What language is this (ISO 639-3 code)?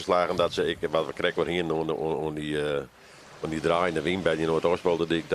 fry